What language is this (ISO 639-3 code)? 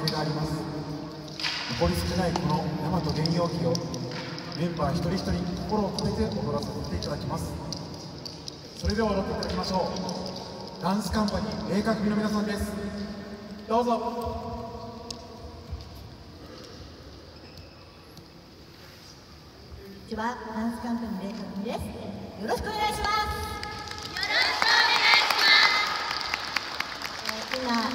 jpn